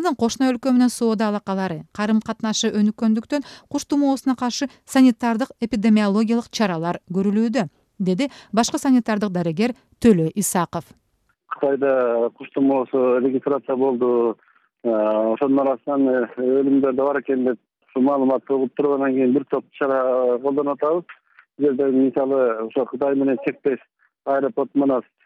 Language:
Kyrgyz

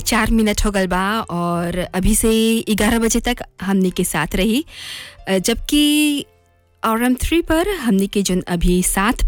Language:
Bhojpuri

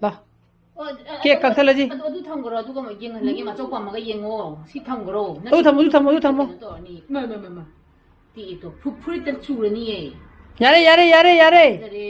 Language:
Manipuri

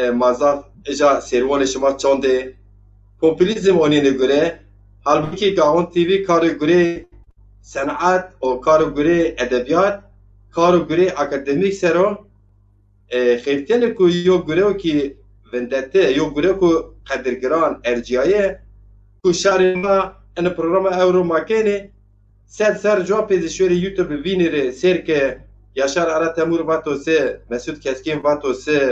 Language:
Zaza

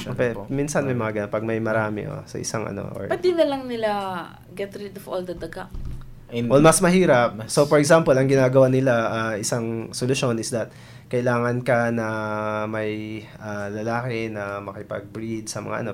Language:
Filipino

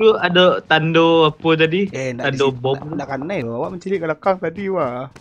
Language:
Minangkabau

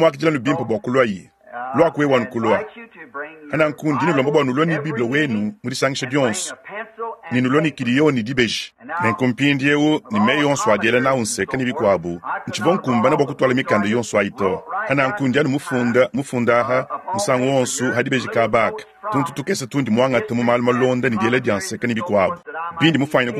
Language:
Luba-Lulua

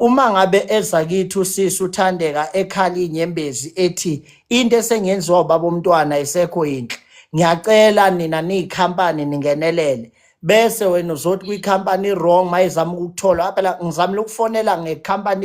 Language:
Zulu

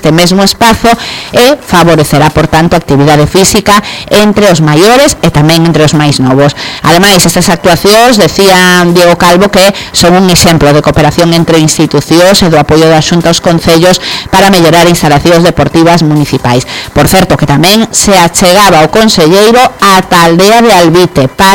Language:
Galician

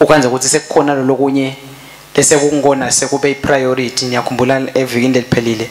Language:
Swati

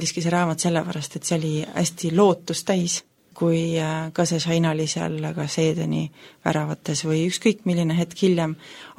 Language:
Estonian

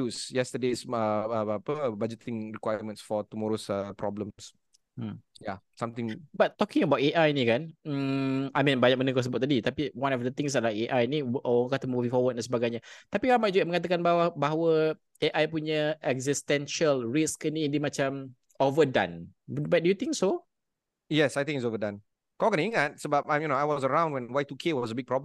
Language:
Malay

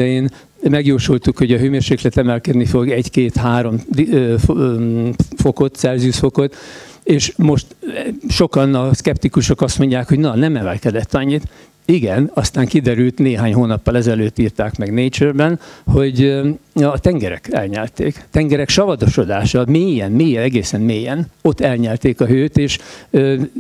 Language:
Hungarian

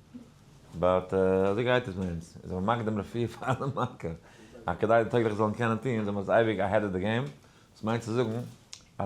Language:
Yiddish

